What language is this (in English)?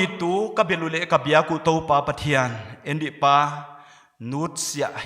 Paite Chin